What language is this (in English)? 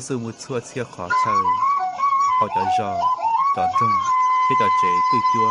Hmong